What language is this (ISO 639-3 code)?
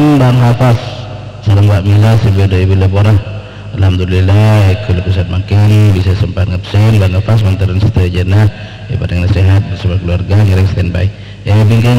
mad